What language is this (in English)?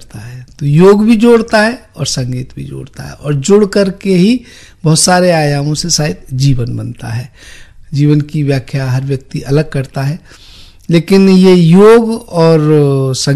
Hindi